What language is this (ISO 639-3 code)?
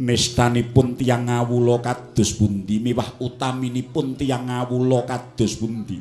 jav